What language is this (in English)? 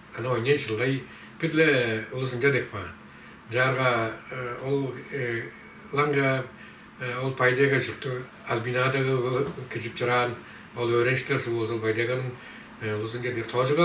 Tuvinian